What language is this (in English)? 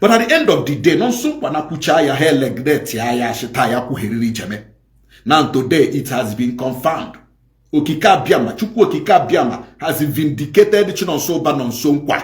Igbo